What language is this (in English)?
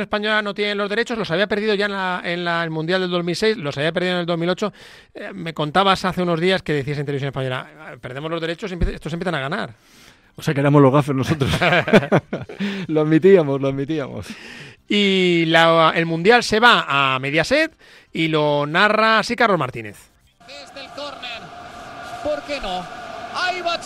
Spanish